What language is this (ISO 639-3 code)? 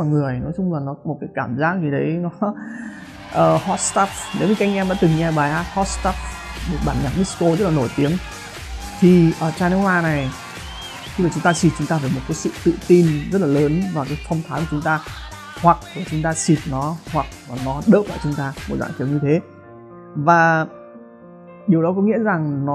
vie